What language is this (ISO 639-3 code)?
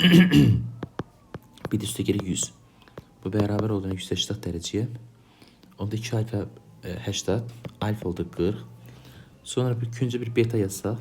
aze